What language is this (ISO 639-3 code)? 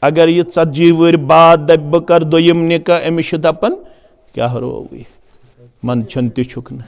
kas